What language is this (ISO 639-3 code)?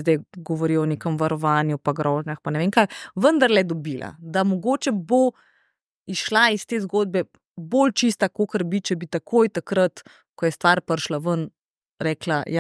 slv